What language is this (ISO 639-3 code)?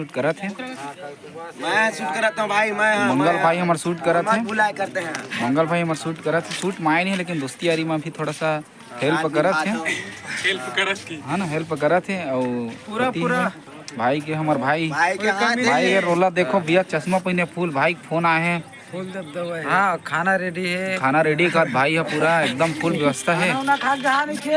hne